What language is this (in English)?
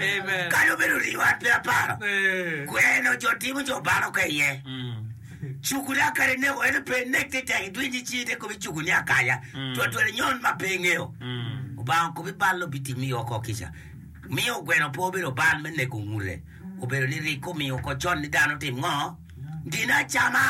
Acoli